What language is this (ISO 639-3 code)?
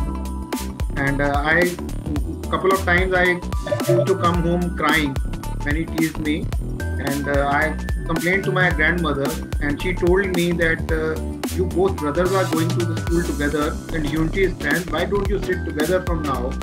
eng